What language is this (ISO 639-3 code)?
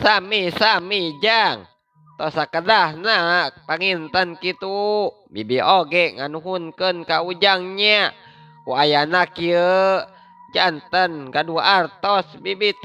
sun